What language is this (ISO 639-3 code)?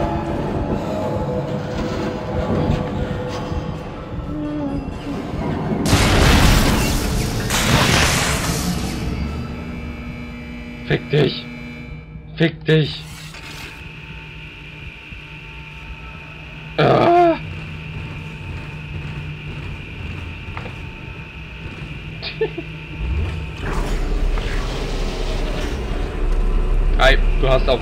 deu